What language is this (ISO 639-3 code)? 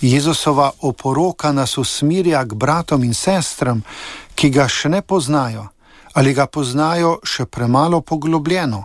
slv